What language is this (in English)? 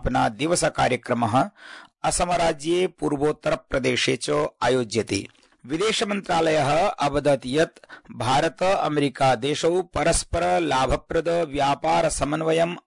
Sanskrit